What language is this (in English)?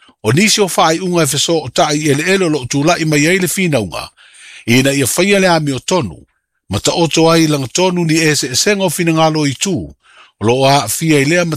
Samoan